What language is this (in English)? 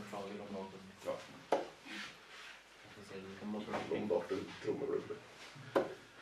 Norwegian